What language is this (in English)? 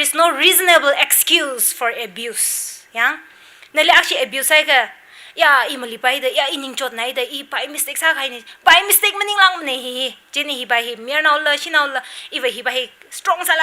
Tangkhul Naga (India)